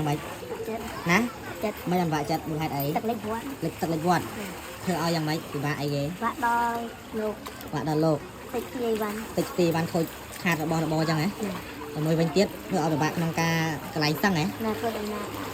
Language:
Khmer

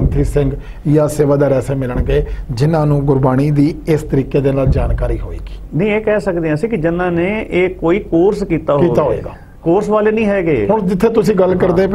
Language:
Punjabi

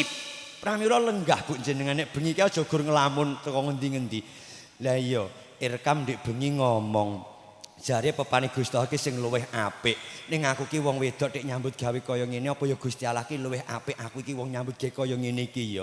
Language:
Javanese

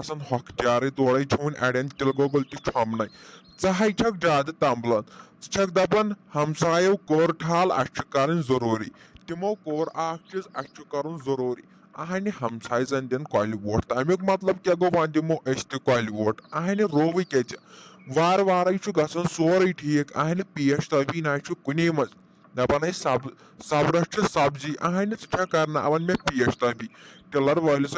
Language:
Kashmiri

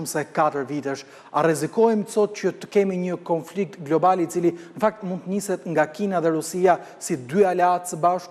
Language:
Albanian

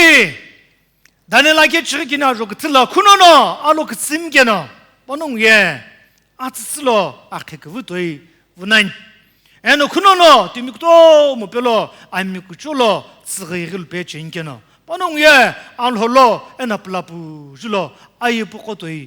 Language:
Sumi Naga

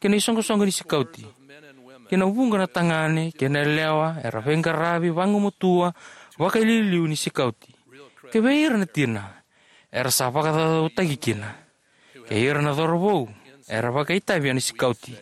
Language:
Fijian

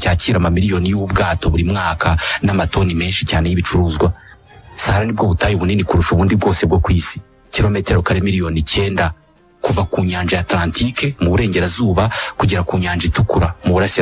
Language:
Kinyarwanda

